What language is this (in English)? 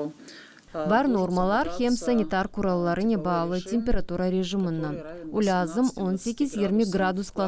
Gagauz